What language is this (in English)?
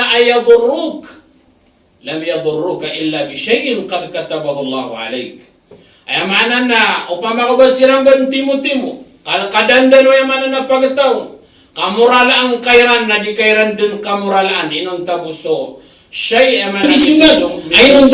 Maranao